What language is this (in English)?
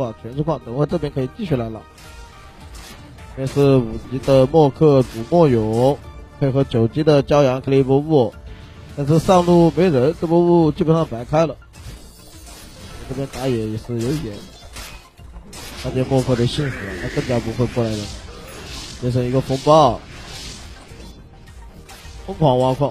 Chinese